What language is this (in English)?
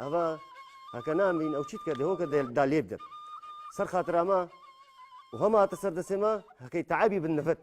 Kurdish